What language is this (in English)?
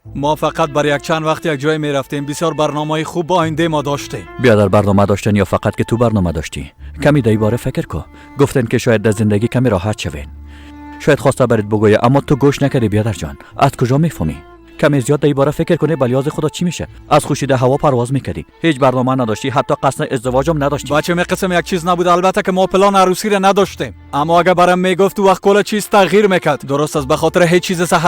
Persian